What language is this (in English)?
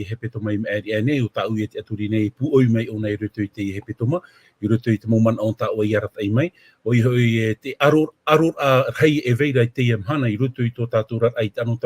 Tahitian